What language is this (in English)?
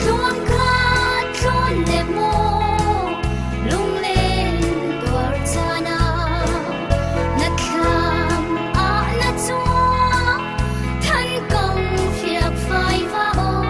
Hakha Chin